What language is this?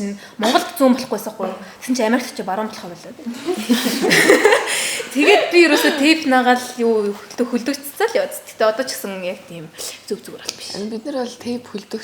Mongolian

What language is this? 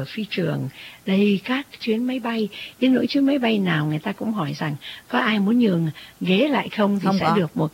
Vietnamese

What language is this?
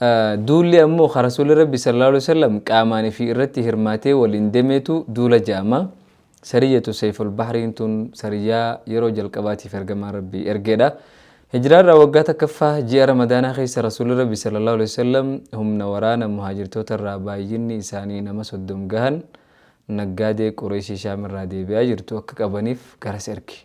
Oromo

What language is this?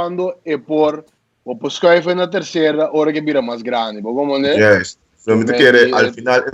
Papiamento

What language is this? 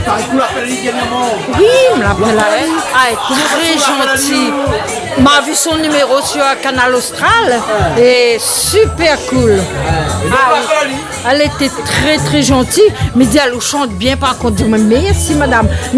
Réunion Creole French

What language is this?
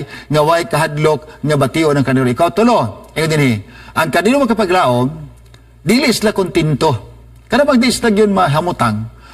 Cebuano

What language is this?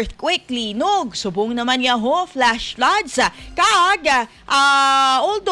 Hiligaynon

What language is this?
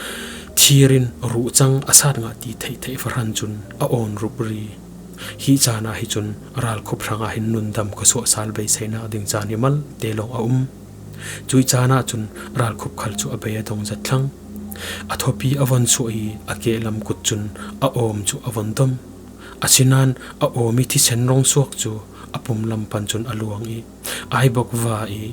Falam Chin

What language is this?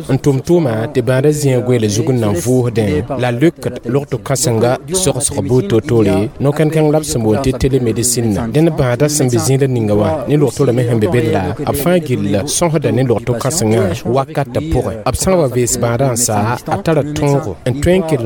Mossi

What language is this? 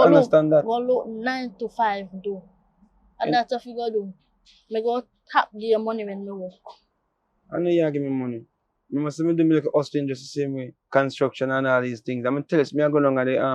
Jamaican Creole English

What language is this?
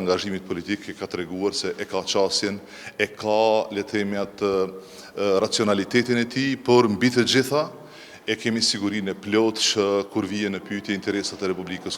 Albanian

